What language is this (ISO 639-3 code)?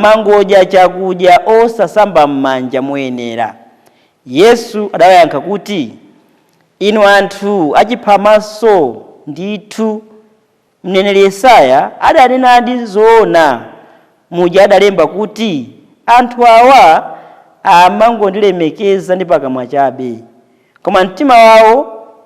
nya